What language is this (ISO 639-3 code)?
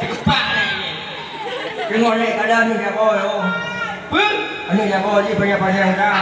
ace